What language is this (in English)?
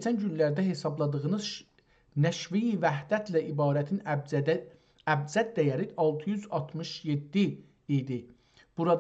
South Azerbaijani